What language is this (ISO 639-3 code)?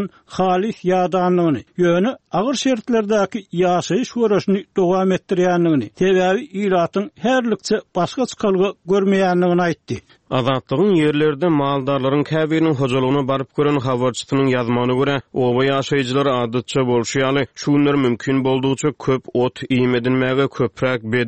tuk